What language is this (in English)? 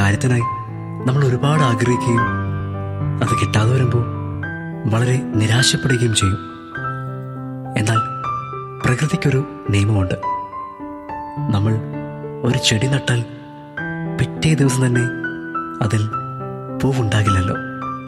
Malayalam